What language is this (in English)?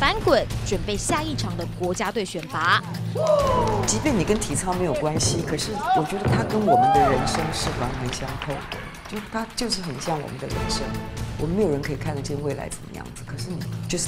Chinese